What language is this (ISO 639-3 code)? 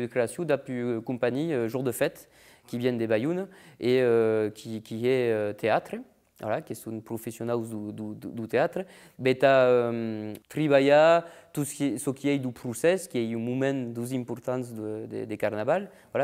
oci